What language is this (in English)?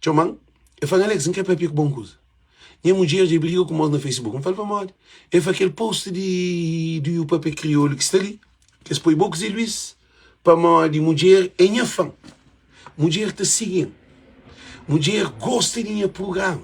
Kabuverdianu